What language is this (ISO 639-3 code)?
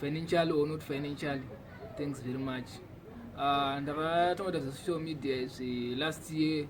sna